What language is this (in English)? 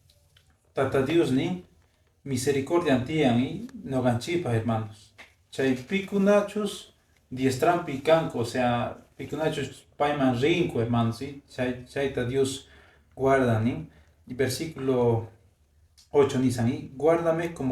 Quechua